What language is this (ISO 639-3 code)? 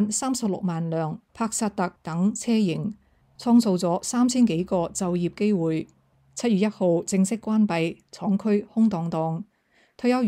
yue